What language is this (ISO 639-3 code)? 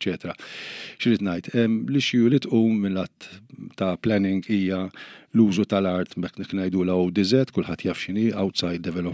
mlt